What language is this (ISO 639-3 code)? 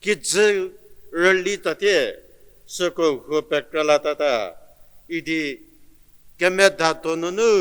njm